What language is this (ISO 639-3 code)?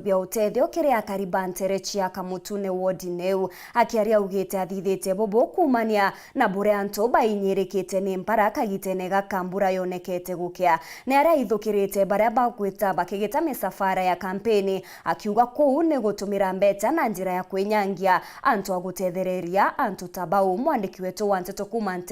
mer